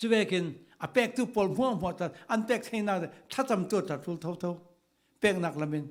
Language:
Falam Chin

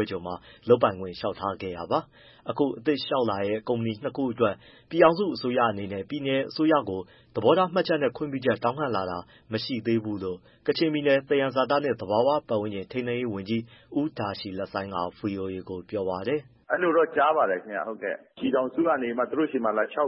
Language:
Burmese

